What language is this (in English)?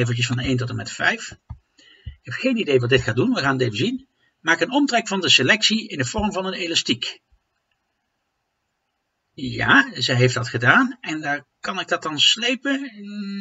Dutch